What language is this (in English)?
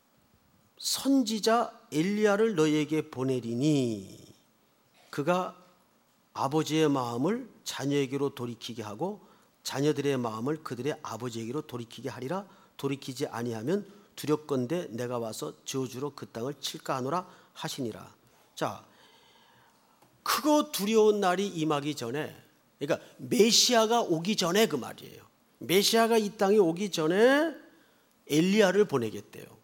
Korean